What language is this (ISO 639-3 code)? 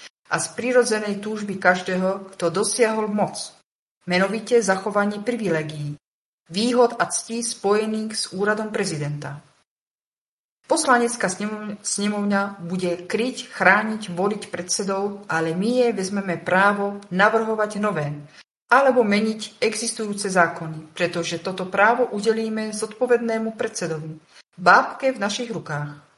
slk